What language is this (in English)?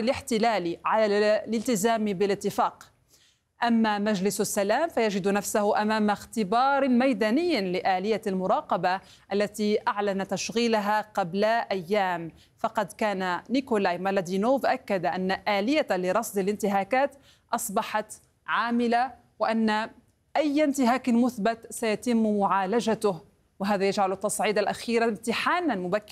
Arabic